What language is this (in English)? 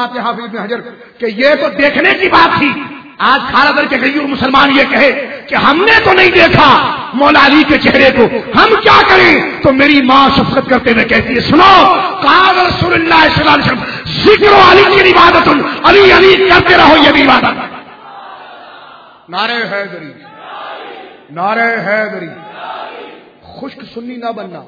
Urdu